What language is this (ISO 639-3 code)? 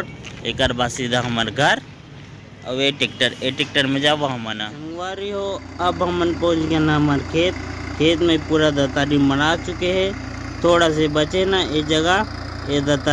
hne